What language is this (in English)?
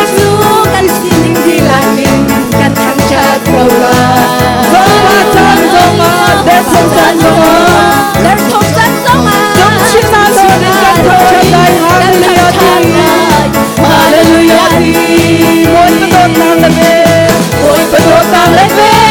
Hakha Chin